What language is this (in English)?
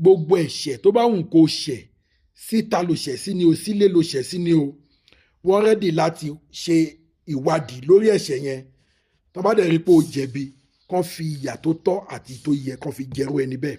Yoruba